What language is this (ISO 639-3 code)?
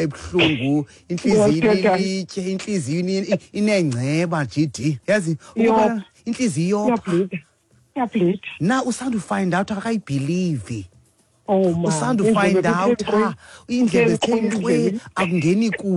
xho